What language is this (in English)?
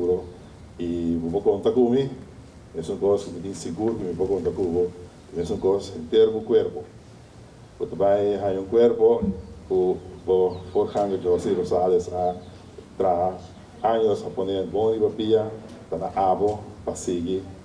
Papiamento